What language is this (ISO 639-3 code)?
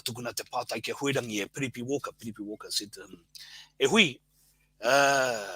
mri